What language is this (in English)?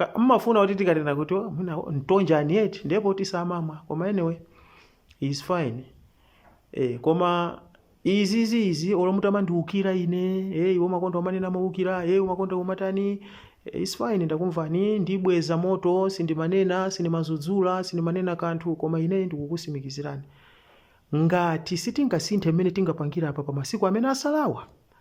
Nyanja